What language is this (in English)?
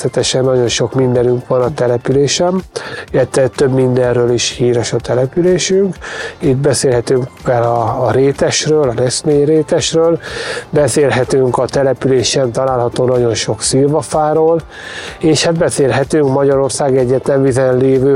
Hungarian